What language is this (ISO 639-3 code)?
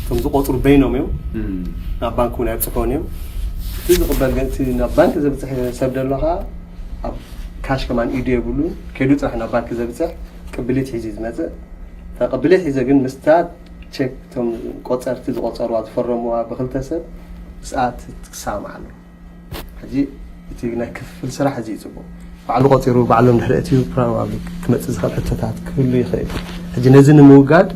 tir